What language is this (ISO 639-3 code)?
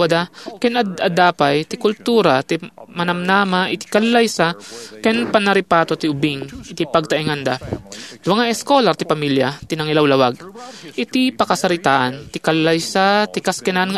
ilo